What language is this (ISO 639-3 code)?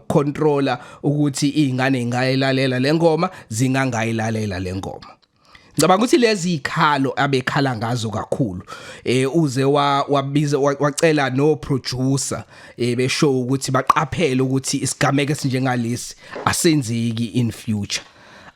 zul